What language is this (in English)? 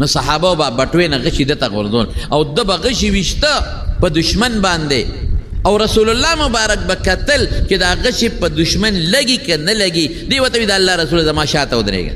Pashto